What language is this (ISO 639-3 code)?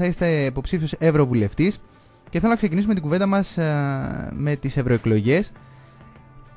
ell